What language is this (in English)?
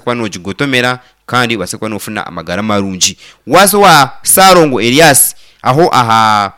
Nyankole